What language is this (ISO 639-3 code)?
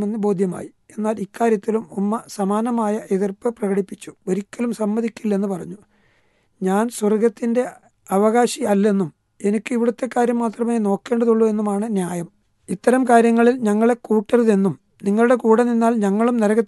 mal